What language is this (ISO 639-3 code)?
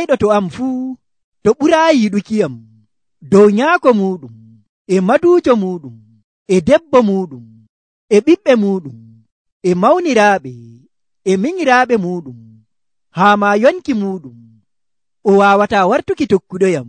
fuv